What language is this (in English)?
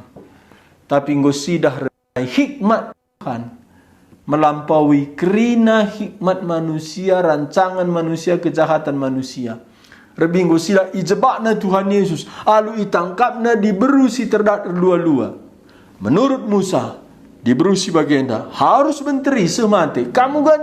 Batak Karo